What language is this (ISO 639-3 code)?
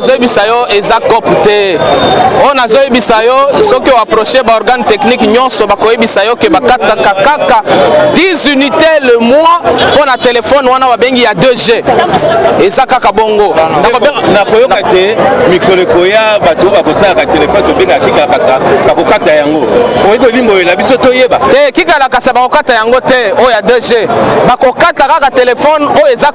lin